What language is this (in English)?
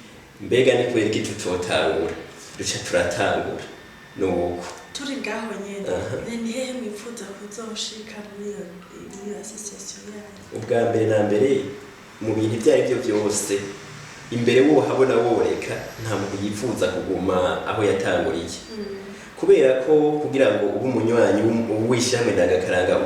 Rundi